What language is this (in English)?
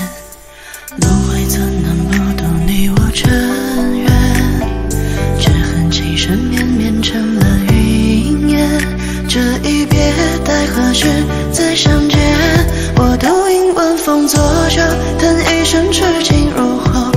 Chinese